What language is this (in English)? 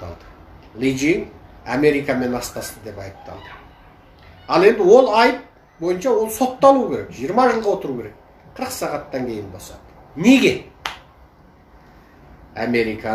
Kazakh